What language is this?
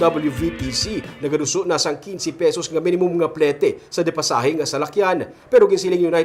Hiligaynon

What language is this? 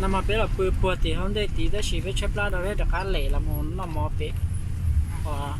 Hmong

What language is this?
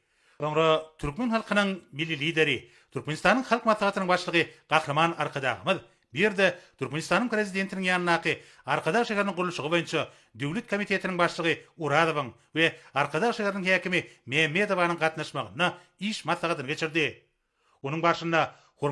Turkmen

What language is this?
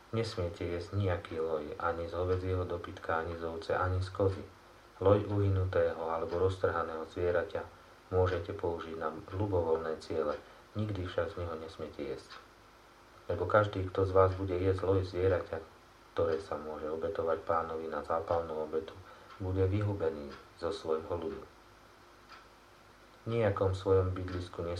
Slovak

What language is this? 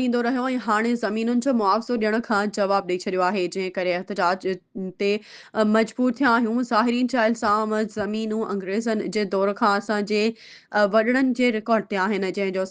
Sindhi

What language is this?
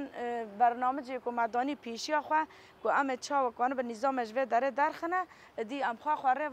Kurdish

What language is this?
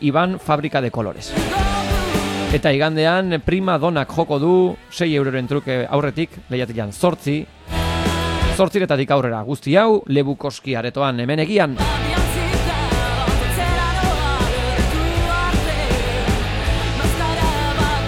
Basque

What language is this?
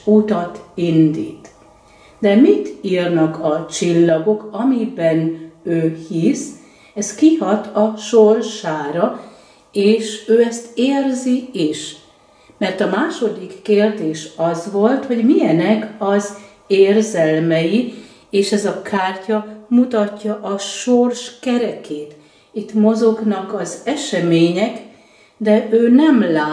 Hungarian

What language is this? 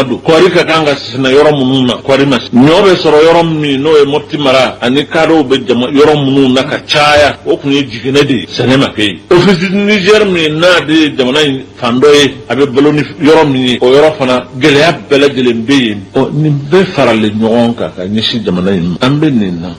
Bambara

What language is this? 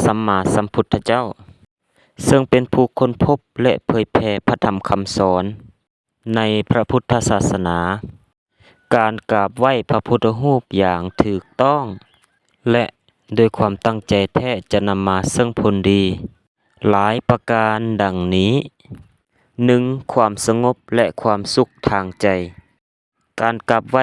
Lao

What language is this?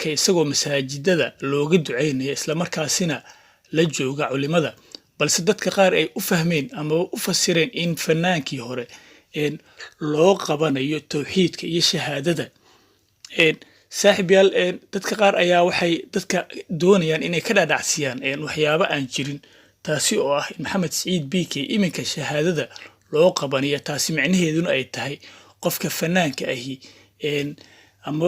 Somali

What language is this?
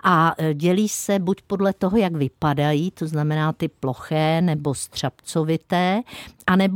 Czech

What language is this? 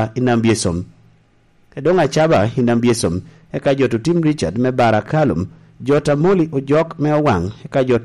Lango (Uganda)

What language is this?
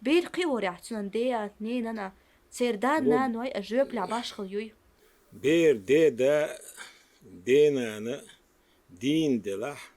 Chechen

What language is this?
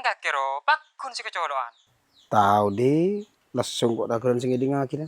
Madurese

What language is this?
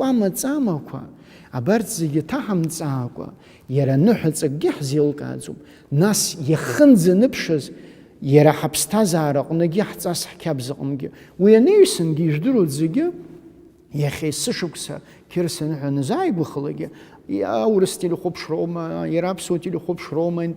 Abkhazian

